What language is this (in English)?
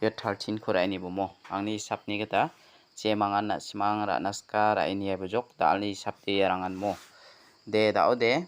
Garo